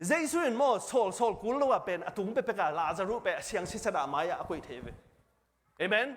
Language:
Tedim Chin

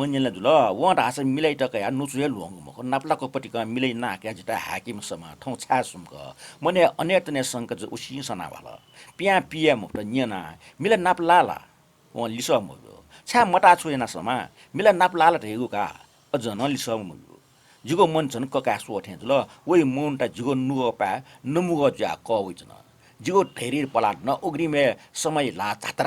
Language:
Newari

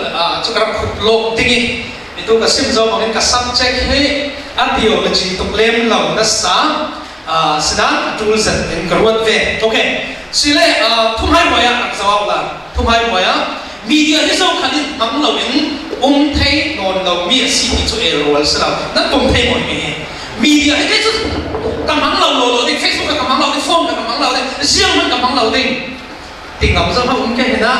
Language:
Falam Chin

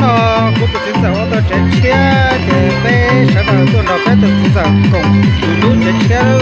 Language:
Hmong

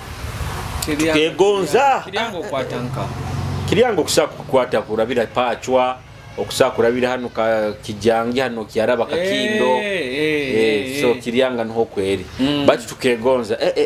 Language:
Nyoro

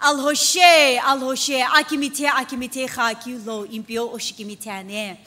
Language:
Sumi Naga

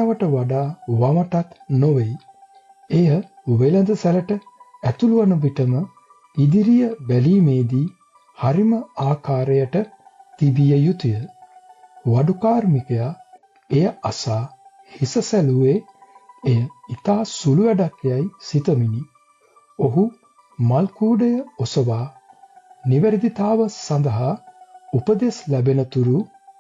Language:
Sinhala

